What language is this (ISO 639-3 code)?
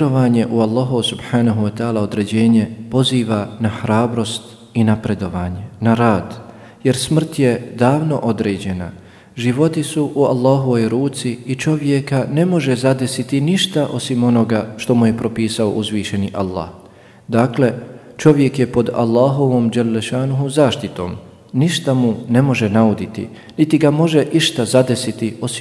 bos